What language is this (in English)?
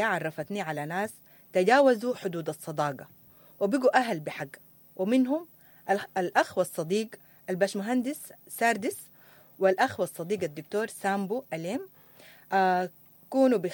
Sudanese Arabic